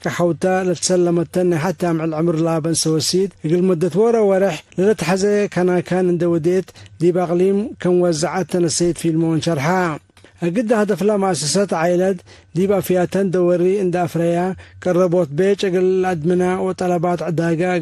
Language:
Tigre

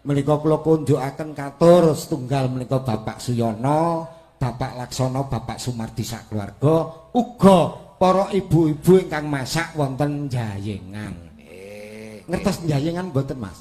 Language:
Javanese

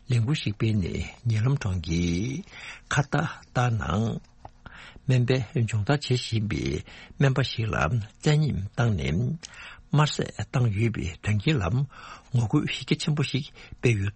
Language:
Tibetan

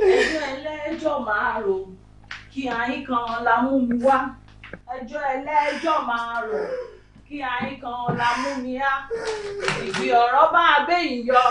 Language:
Yoruba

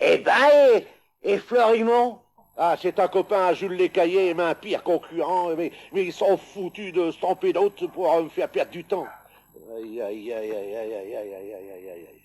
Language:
Picard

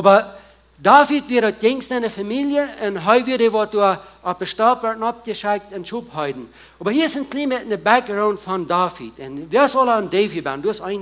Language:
Plautdietsch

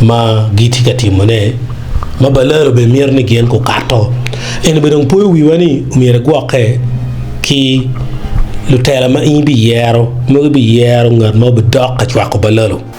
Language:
Acoli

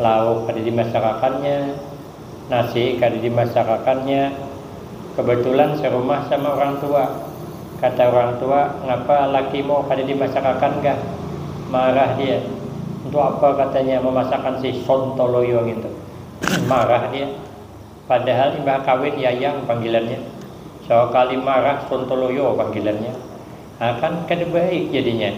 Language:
Banjar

